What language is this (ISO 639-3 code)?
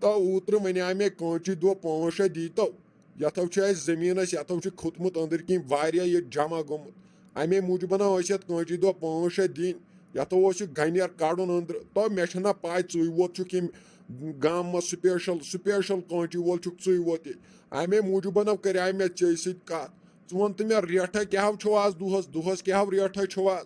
kas